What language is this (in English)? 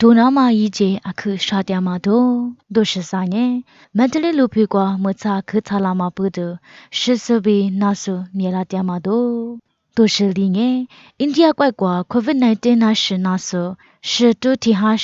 Lisu